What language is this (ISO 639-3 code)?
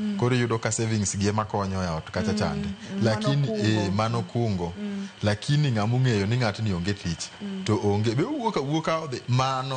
luo